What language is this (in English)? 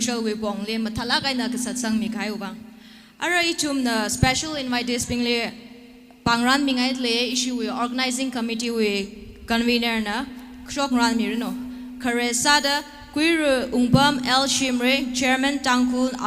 Tangkhul Naga (India)